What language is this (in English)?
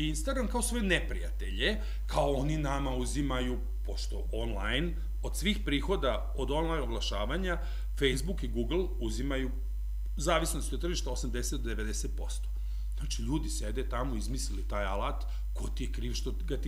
Serbian